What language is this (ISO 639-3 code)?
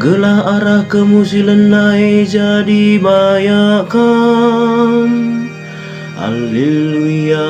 btx